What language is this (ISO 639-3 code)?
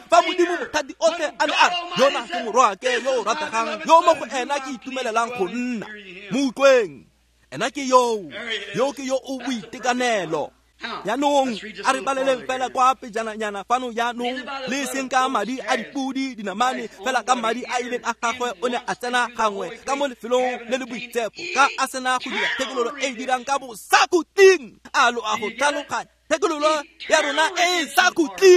tsn